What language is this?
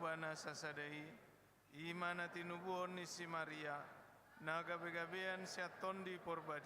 Batak Toba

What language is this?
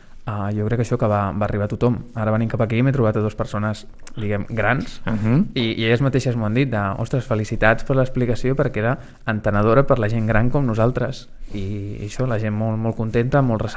Catalan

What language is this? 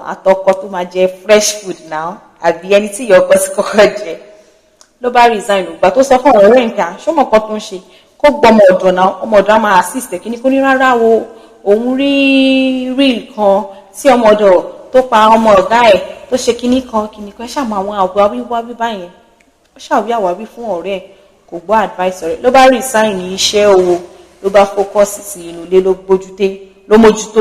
Yoruba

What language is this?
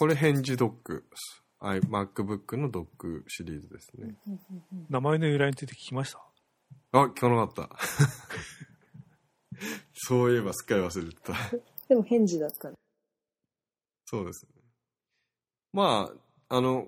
Japanese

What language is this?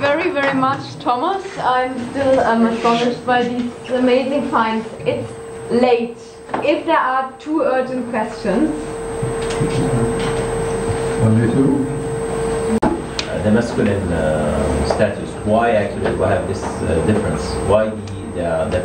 English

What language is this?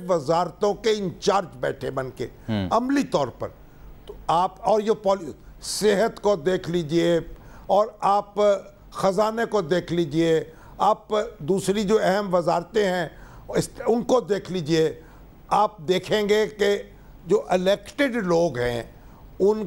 Urdu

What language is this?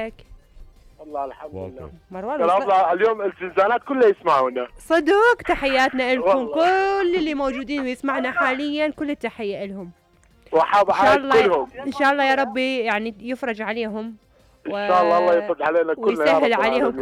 Mesopotamian Arabic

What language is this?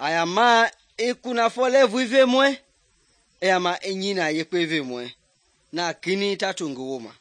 Mende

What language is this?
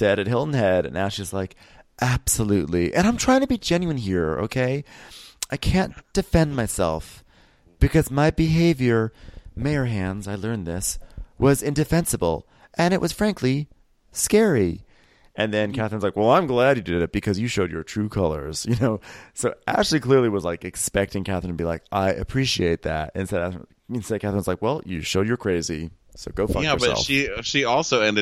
English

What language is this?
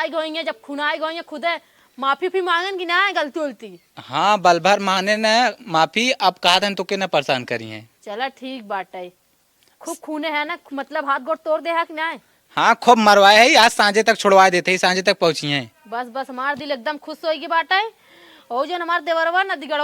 Awadhi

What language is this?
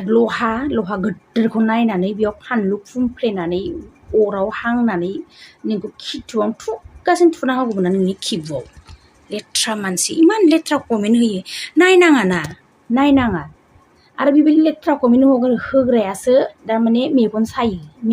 Bodo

